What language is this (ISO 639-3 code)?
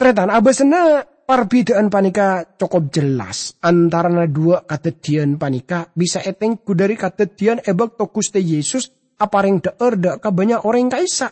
mad